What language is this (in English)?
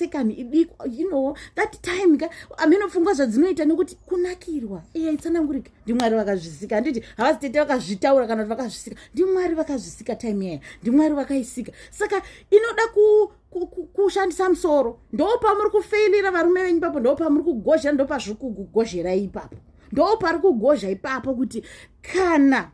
Shona